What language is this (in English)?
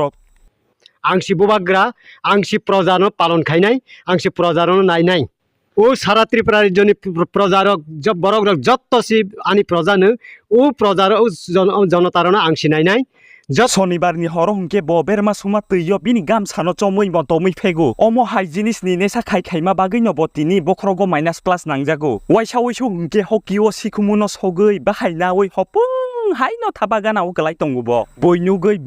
Kok Borok